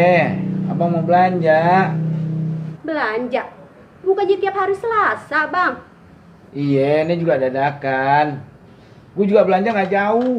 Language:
Betawi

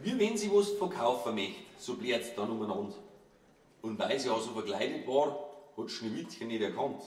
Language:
Bavarian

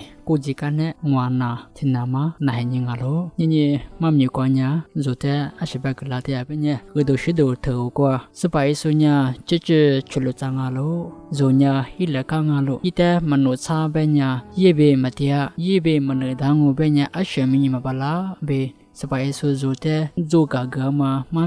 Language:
Lisu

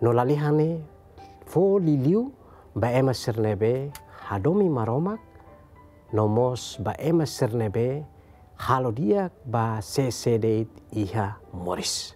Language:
Tetum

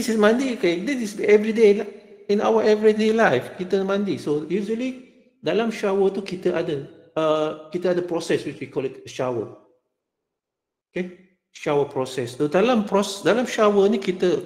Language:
Malay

